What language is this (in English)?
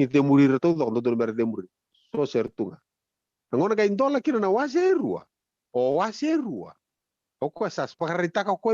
Fijian